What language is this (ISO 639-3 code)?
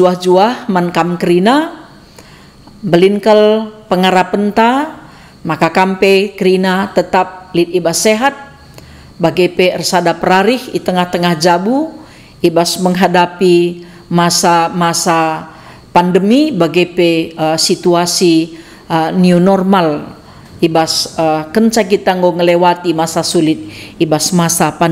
btx